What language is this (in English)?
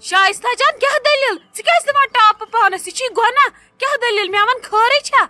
Kashmiri